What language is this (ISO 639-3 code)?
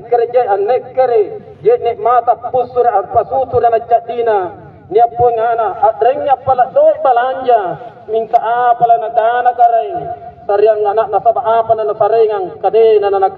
mak